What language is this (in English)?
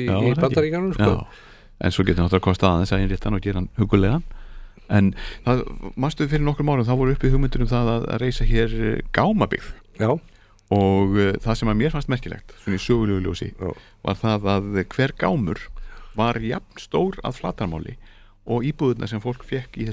Icelandic